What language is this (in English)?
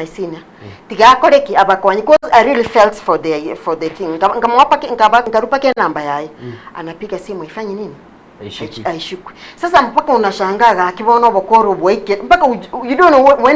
Gusii